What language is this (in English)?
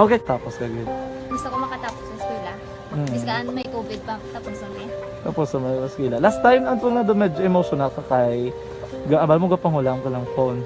Hiligaynon